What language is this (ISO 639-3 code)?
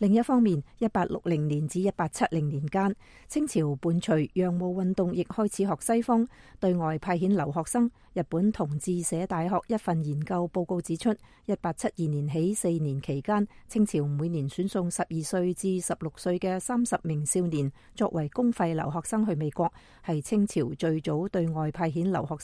yue